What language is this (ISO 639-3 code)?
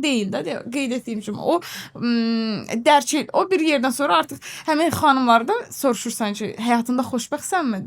aze